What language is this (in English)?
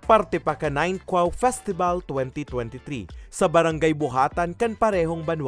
Bikol